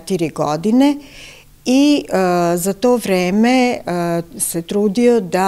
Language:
Serbian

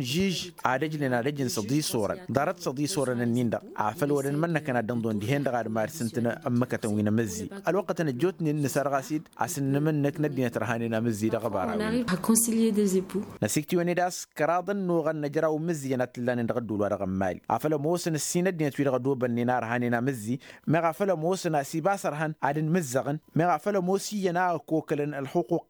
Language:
Tamasheq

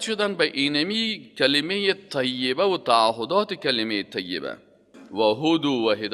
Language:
Persian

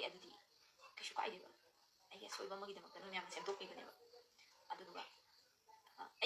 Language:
Manipuri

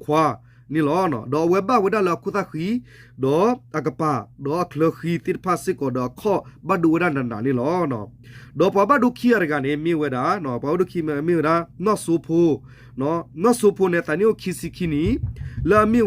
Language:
S'gaw Karen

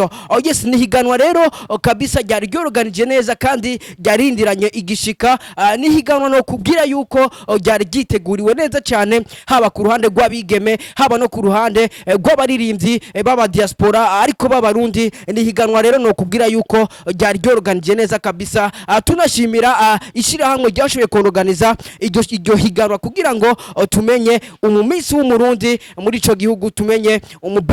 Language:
Rundi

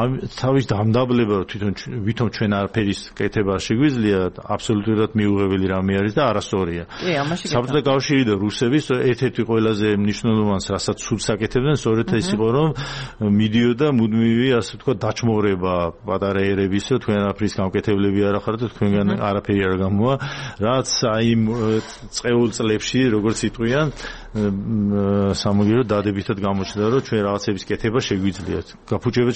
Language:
Georgian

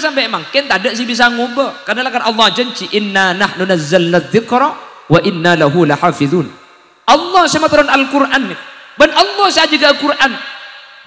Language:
Madurese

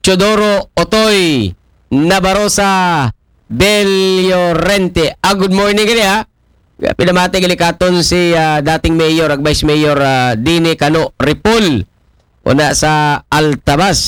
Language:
Aklanon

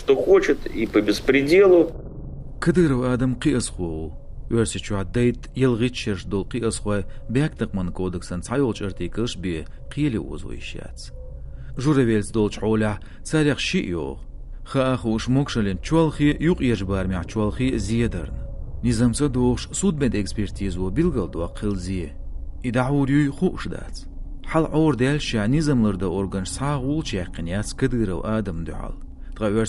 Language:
Chechen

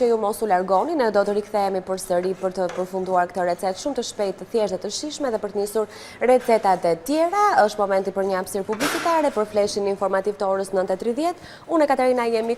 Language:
Albanian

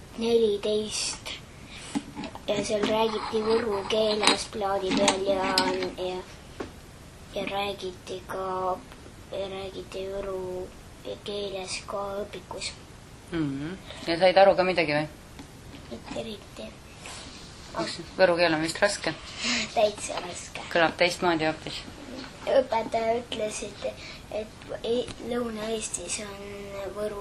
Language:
Estonian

